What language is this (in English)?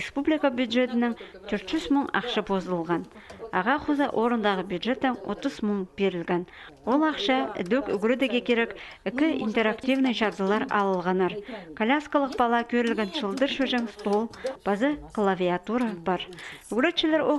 Khakas